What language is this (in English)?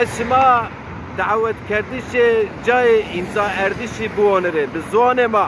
Zaza